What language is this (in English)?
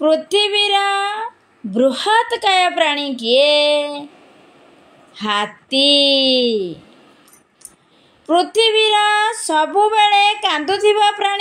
Odia